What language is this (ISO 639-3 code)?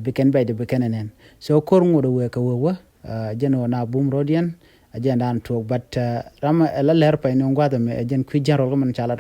nus